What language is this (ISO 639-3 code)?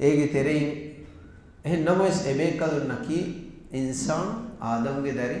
div